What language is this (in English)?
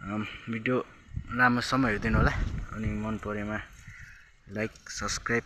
Nepali